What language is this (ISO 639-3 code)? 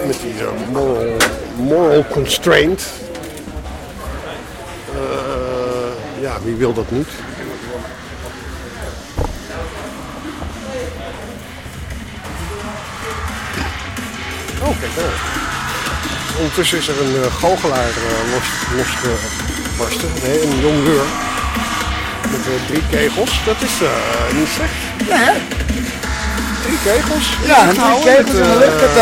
nld